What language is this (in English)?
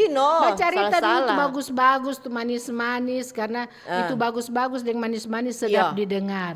Manado Malay